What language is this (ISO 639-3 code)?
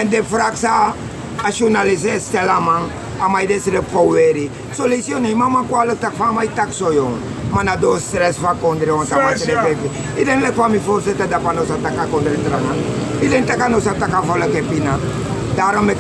srn